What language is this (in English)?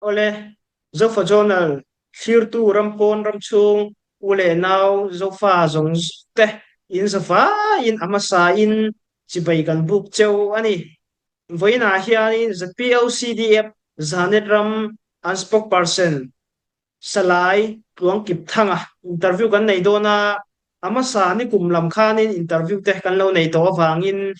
Falam Chin